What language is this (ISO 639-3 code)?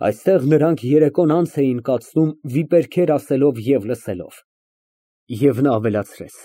hye